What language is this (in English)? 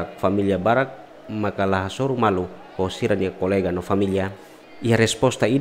Tetum